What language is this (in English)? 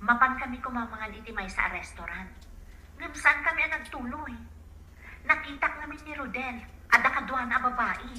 Iloko